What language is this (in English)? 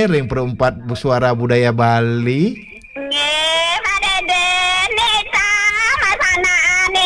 Balinese